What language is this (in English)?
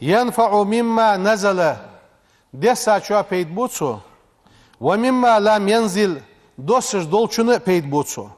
Ingush